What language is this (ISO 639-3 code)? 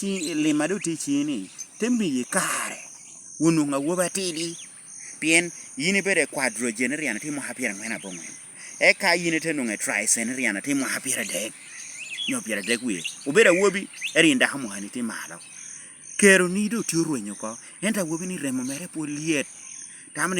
laj